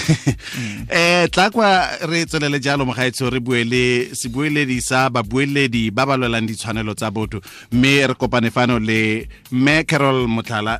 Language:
Tswana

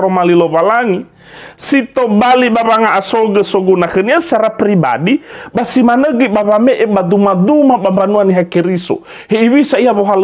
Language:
Nias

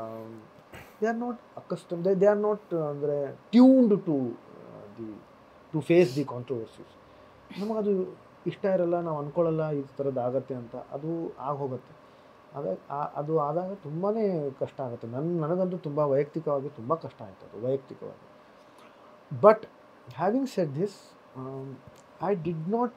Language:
Kannada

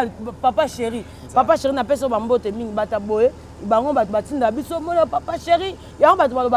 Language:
Lingala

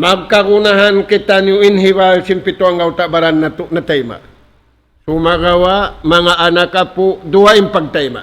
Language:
Tausug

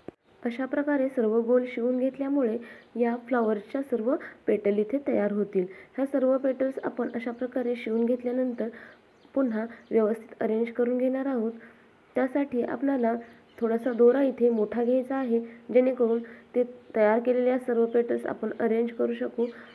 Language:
Marathi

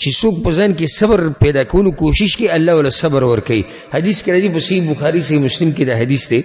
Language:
Pashto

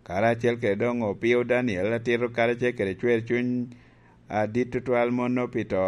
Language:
Lango (Uganda)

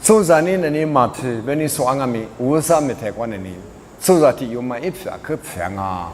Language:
Lisu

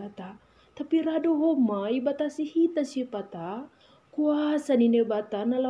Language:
Batak Simalungun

